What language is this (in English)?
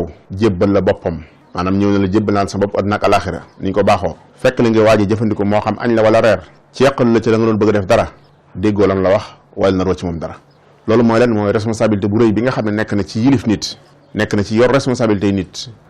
Wolof